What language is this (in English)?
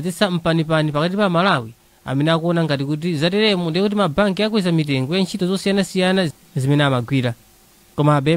Nyanja